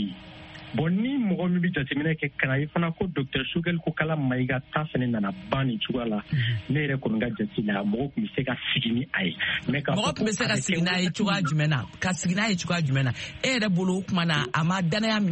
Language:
Bambara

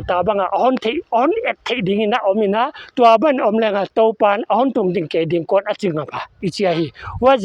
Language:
Paite Chin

